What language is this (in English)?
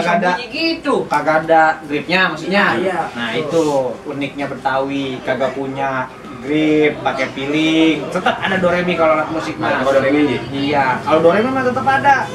Betawi